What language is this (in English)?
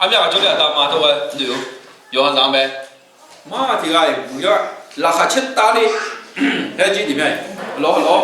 Akha